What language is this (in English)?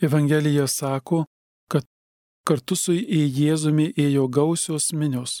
Lithuanian